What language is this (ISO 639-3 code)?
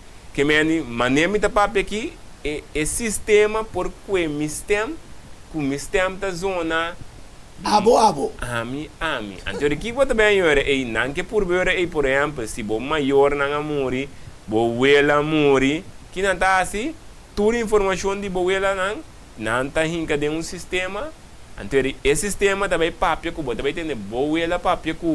pap